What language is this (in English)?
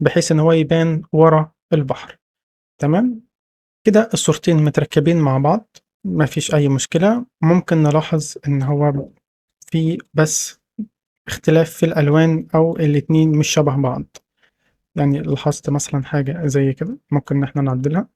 Egyptian Arabic